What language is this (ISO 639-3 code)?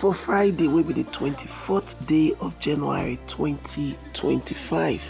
pcm